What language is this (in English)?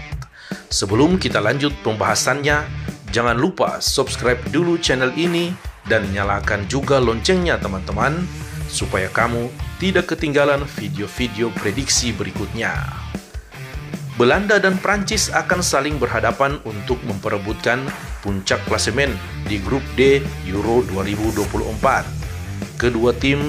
Indonesian